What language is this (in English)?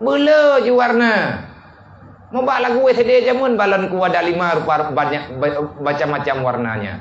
Achinese